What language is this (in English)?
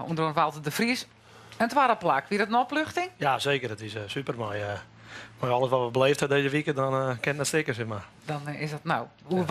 Western Frisian